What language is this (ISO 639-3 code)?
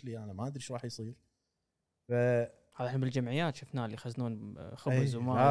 afb